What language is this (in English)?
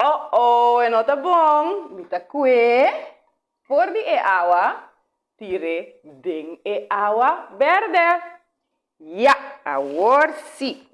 Papiamento